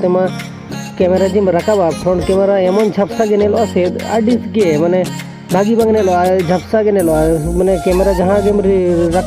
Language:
Santali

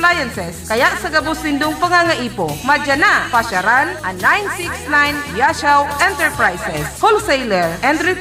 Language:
Bikol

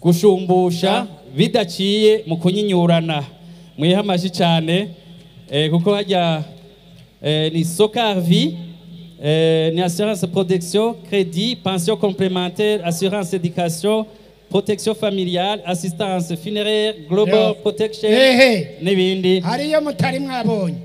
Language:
Rundi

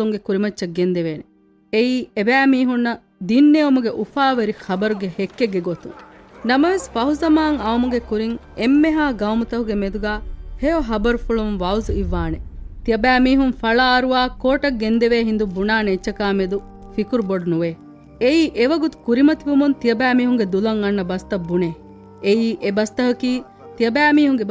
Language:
Divehi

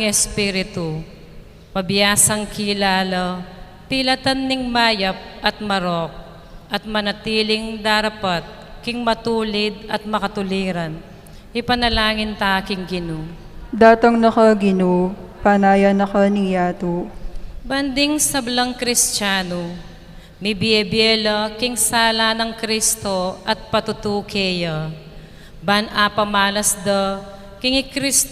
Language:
Pampanga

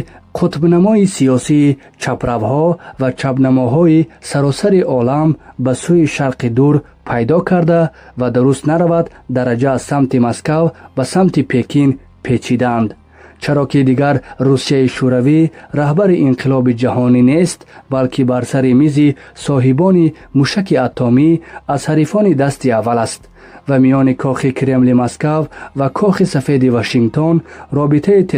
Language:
Tajik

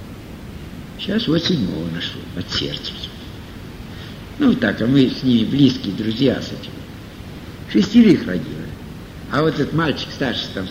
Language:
Russian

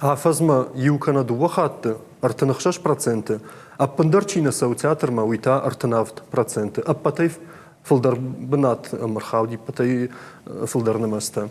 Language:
Ossetic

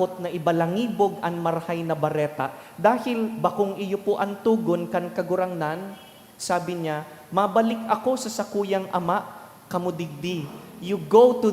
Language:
Bikol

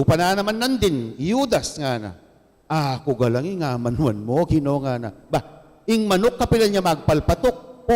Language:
Pampanga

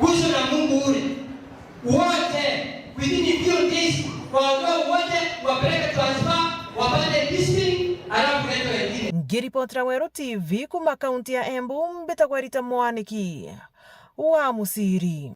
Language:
Meru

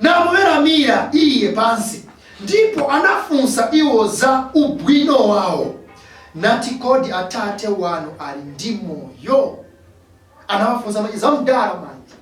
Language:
Nyanja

